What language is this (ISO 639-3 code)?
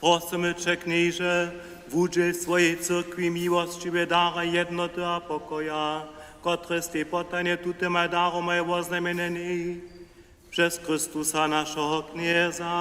hsb